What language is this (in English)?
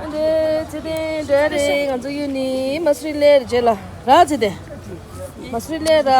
Tibetan